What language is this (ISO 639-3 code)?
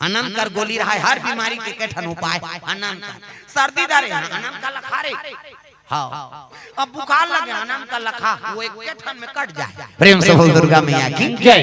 hne